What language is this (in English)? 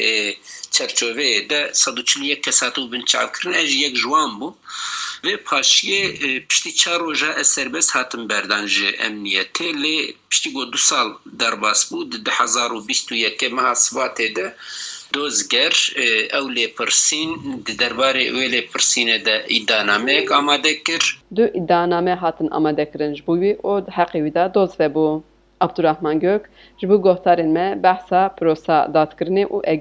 Kurdish